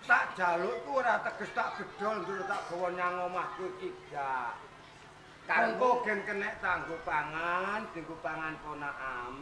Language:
Javanese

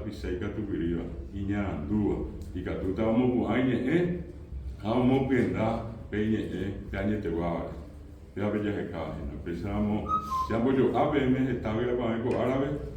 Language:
Guarani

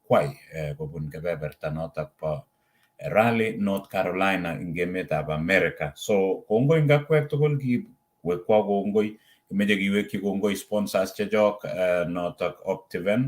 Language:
Kalenjin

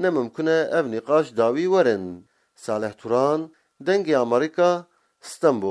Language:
Kurdish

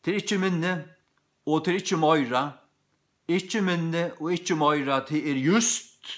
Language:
Faroese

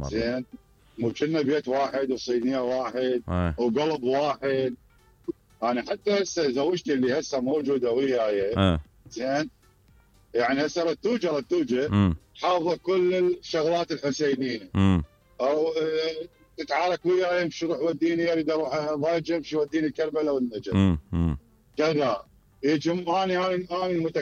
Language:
Mesopotamian Arabic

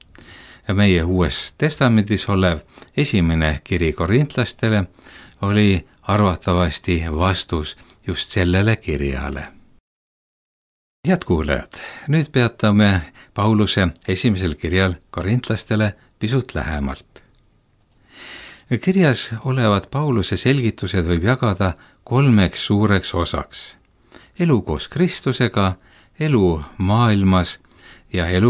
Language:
Estonian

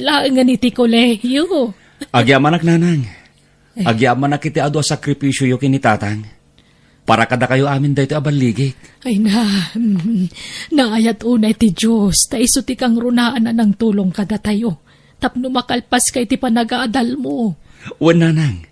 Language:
Iloko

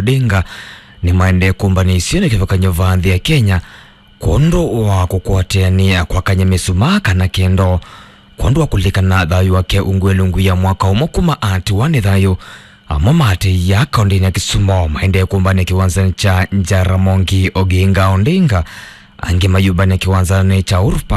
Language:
Kamba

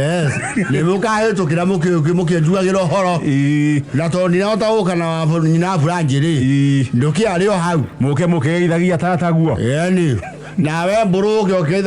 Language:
Kikuyu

